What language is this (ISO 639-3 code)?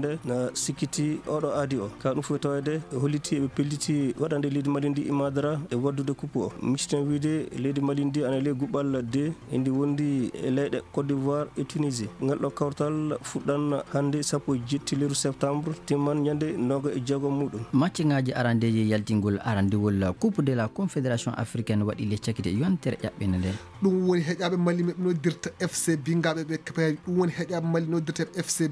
ful